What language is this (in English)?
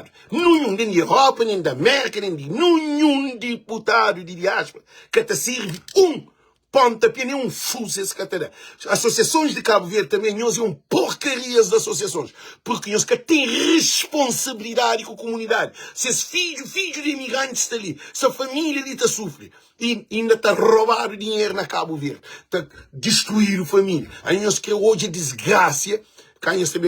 Kabuverdianu